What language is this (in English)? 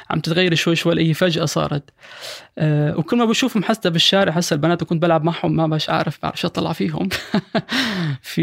North Levantine Arabic